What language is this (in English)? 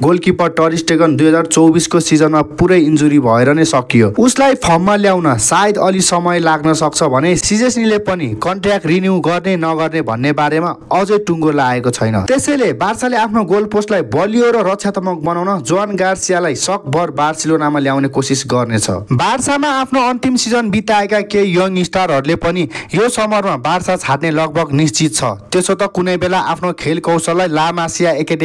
Nepali